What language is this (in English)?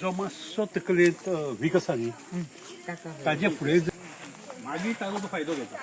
Konkani